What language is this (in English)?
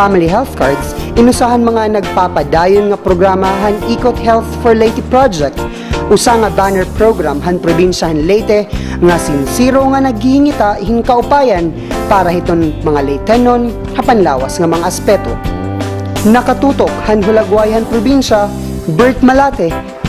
Waray